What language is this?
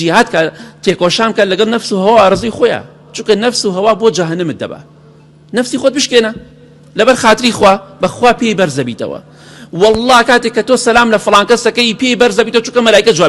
Central Kurdish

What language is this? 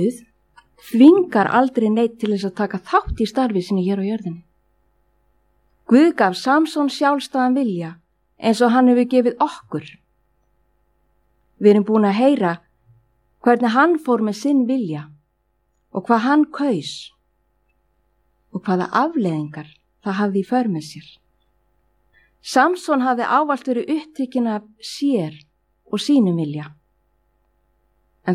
Icelandic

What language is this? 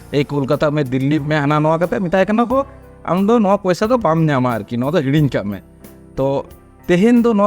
Santali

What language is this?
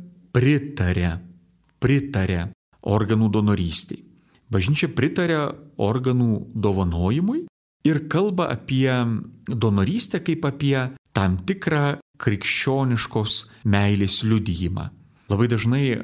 Lithuanian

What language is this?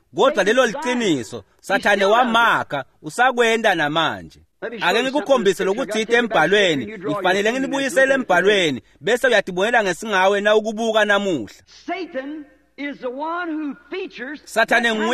Swati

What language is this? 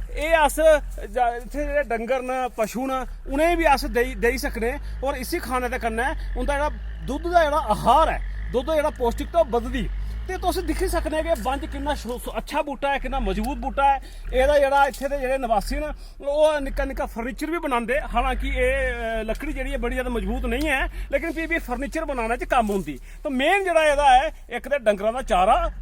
Dogri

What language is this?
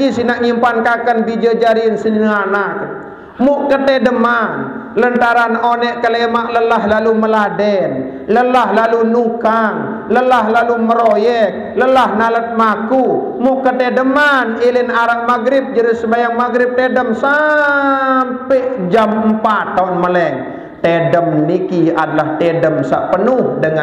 Sasak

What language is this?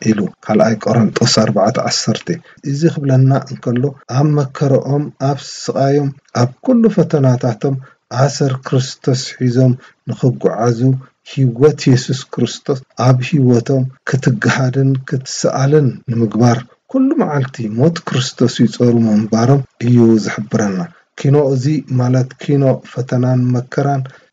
Tigrinya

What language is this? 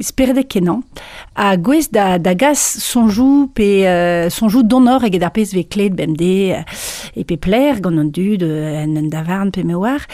Breton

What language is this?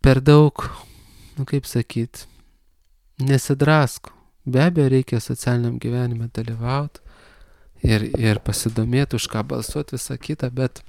Lithuanian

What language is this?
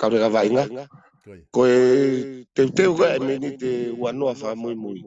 Tongan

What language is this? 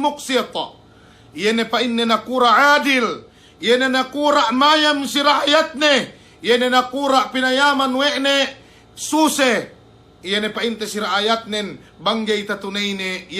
Yakan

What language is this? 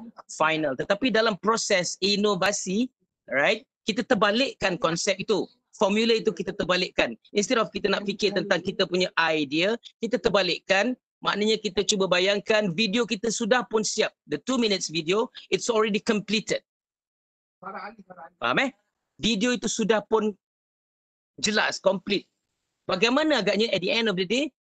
Malay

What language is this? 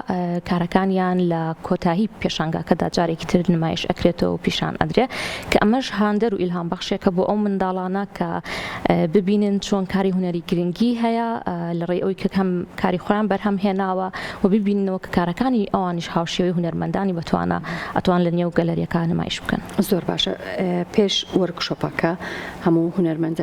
Central Kurdish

